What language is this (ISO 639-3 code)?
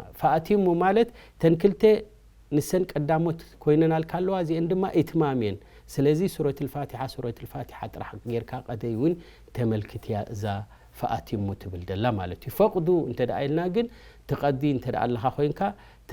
tir